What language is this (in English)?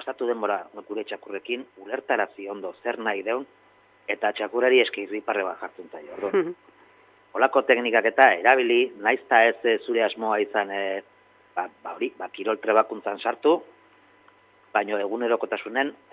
Basque